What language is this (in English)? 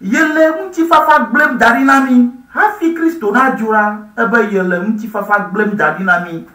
Ewe